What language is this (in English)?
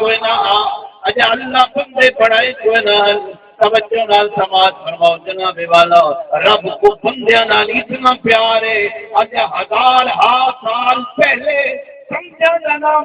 Saraiki